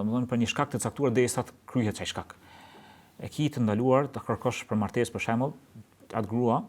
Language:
Albanian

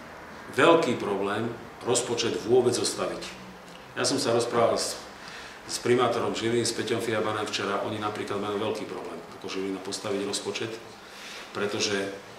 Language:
Slovak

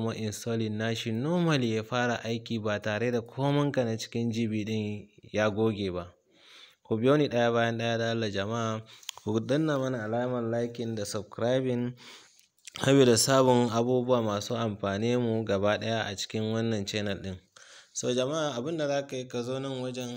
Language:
Hausa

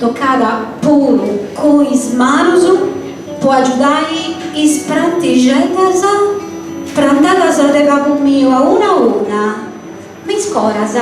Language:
Sardinian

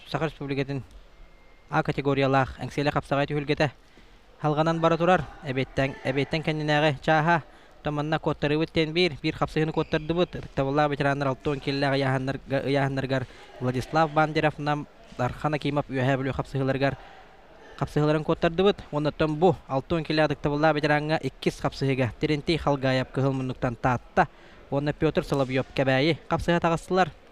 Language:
Yakut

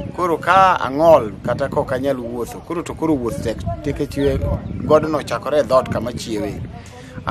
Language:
Luo (Kenya and Tanzania)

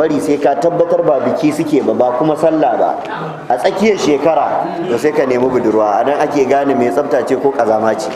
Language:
Hausa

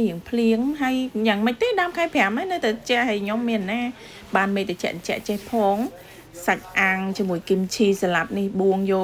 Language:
Khmer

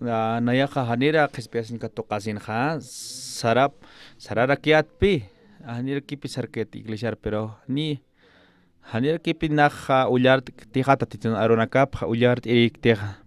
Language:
Aymara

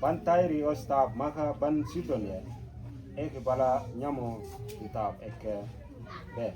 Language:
Mabaan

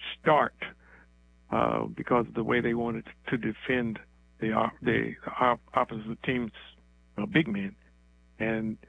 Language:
English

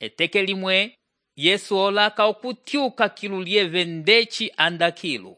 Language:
Umbundu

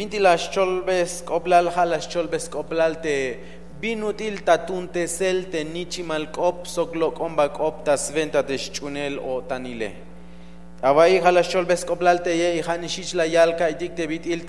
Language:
Tzeltal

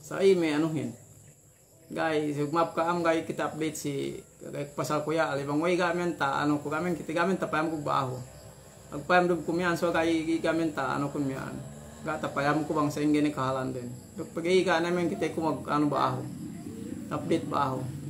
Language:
Yakan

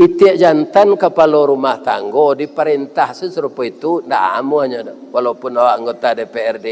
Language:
Minangkabau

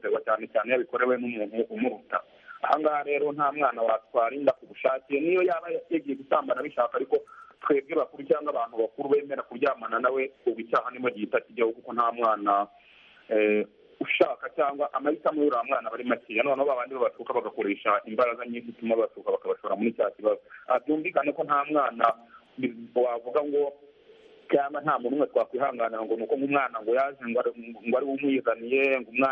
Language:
Kinyarwanda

